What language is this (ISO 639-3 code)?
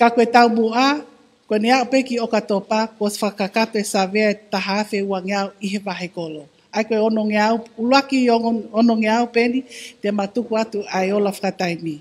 ton